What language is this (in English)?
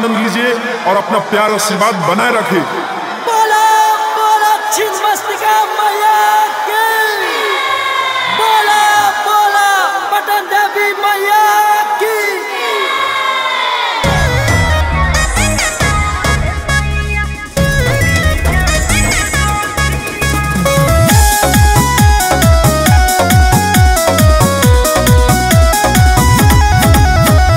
Bhojpuri